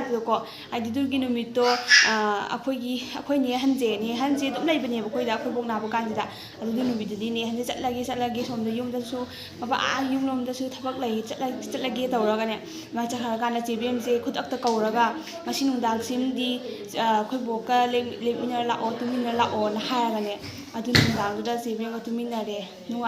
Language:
Manipuri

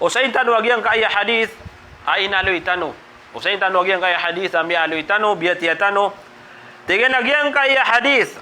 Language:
Maranao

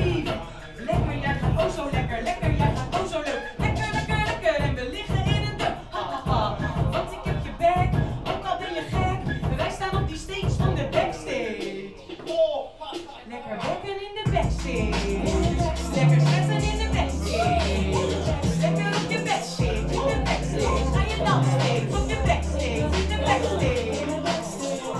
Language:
Dutch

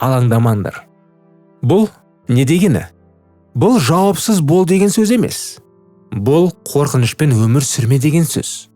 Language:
Kazakh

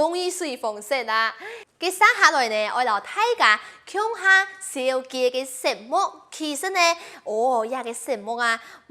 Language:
Hakka Chinese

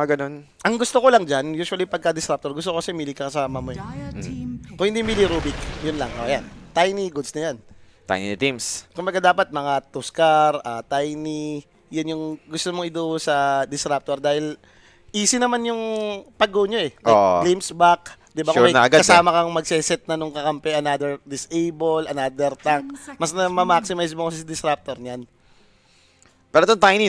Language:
Filipino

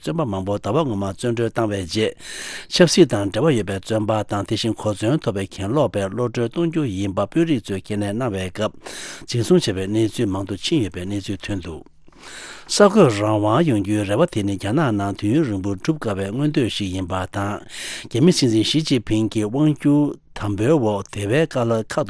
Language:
Tibetan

